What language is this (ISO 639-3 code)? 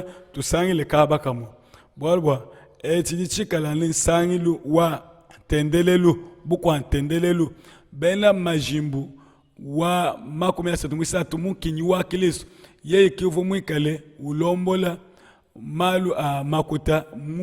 lua